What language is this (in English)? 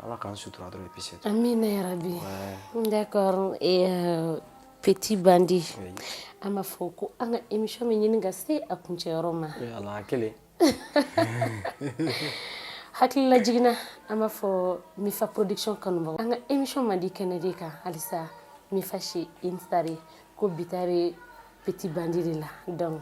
Bambara